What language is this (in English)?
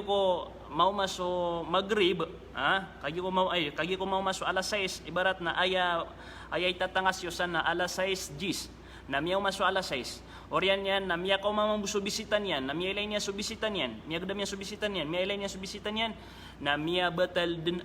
Maranao